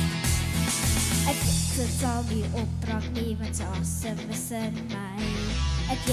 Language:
Afrikaans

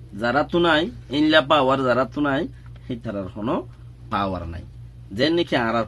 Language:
Rohingya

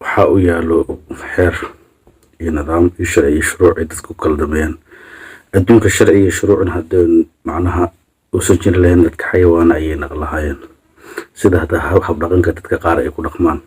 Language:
Somali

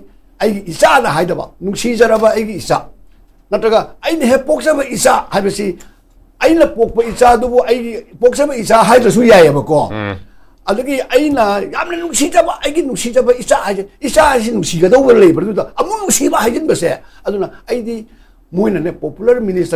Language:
Manipuri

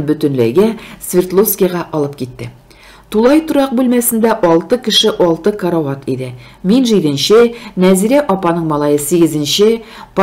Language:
Tatar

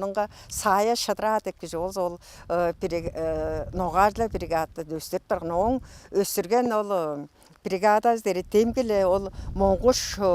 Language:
Tuvinian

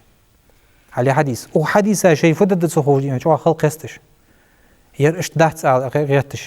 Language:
Ingush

